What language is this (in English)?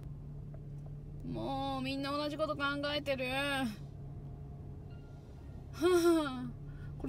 Japanese